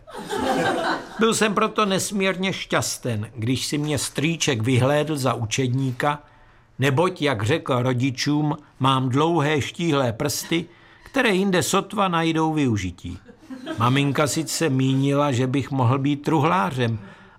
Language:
Czech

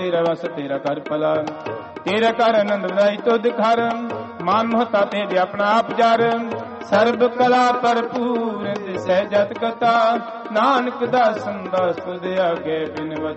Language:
Punjabi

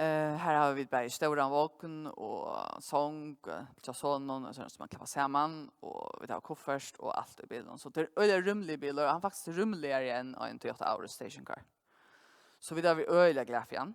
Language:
Faroese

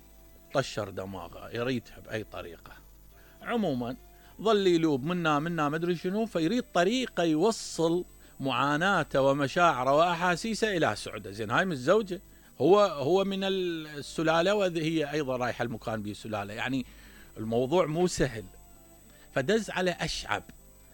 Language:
Mesopotamian Arabic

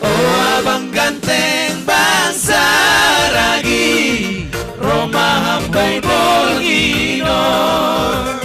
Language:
Batak Simalungun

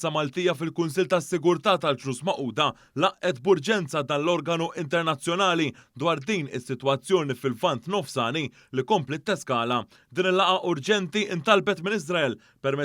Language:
Maltese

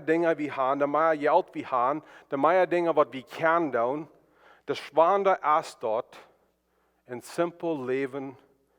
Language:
Plautdietsch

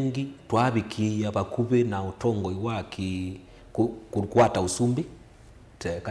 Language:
Kamba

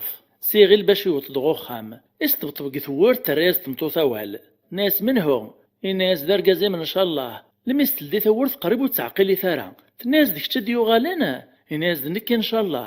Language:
Kabyle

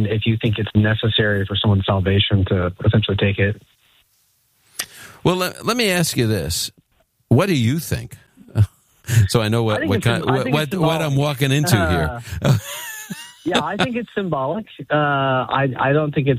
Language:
English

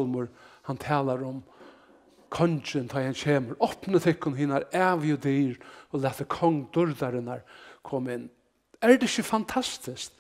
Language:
Faroese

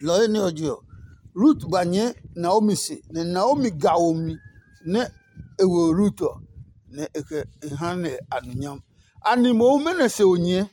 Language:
Adangme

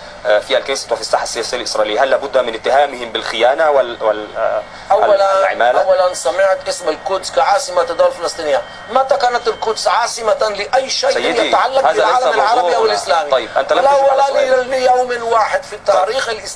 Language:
Arabic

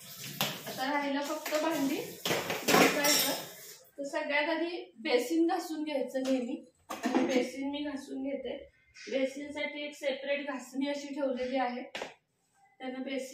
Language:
Marathi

